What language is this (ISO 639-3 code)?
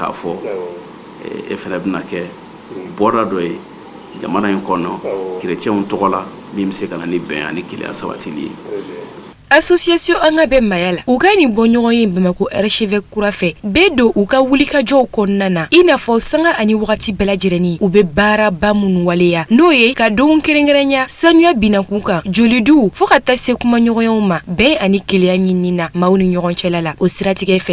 bam